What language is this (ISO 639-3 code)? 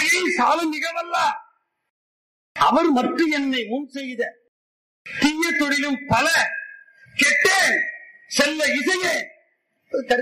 tam